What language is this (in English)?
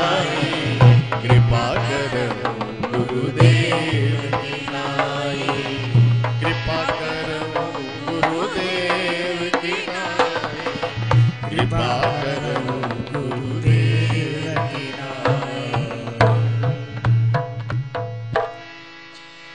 Hindi